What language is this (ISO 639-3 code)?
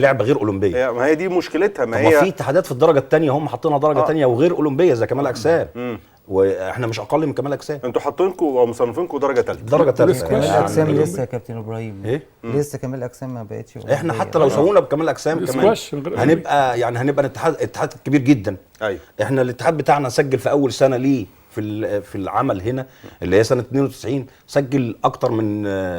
arz